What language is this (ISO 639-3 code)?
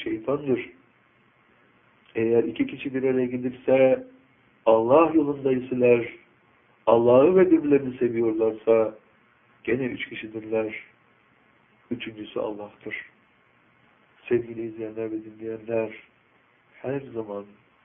tur